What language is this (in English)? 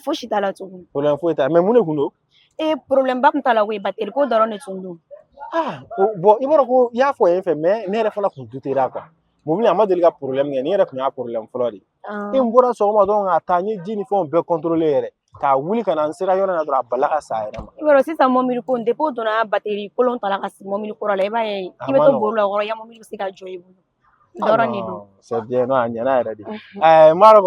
Bambara